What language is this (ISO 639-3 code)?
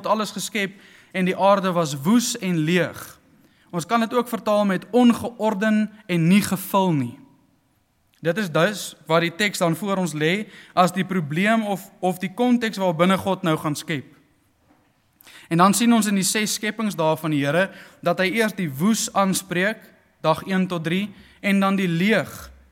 afr